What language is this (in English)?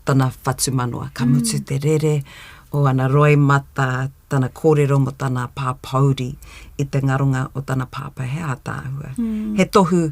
Māori